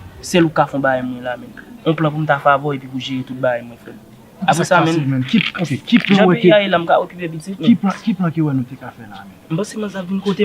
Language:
Haitian Creole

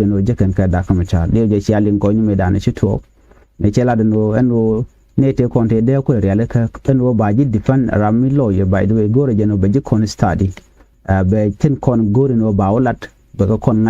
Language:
Nuer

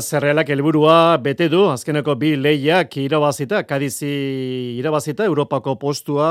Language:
Basque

